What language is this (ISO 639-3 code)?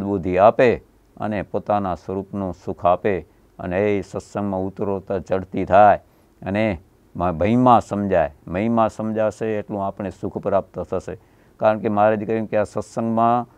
guj